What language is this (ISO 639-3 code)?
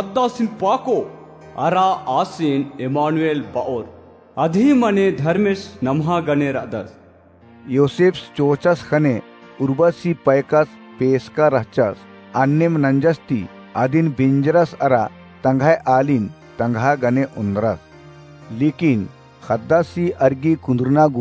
kru